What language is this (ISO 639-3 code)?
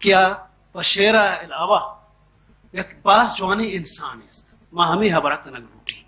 bal